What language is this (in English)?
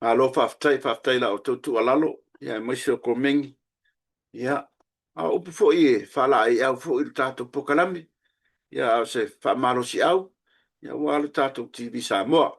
Samoan